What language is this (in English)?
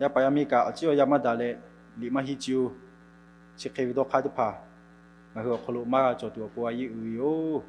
Lahu